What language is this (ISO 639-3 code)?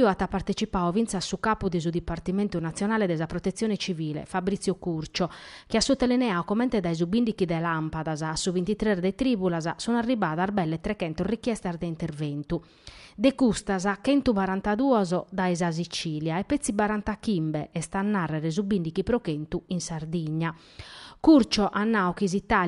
srd